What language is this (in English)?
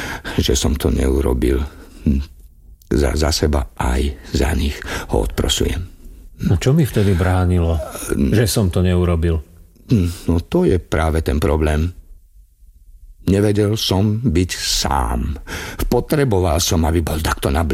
Slovak